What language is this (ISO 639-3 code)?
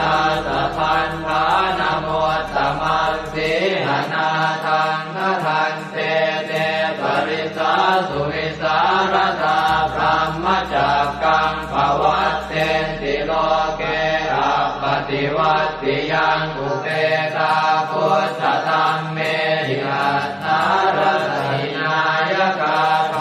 pli